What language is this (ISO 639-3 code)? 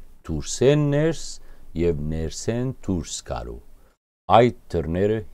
hyw